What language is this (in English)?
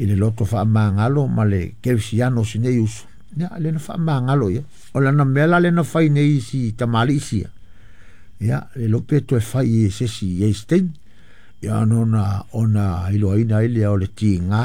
Samoan